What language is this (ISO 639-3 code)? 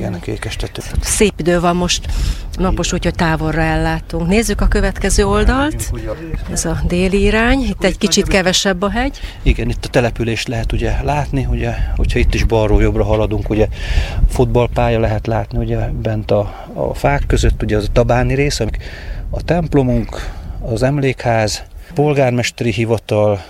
hun